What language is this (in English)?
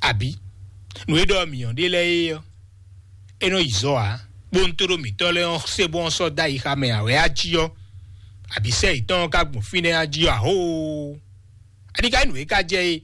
Fon